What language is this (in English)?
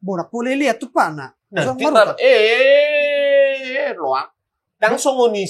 Batak Toba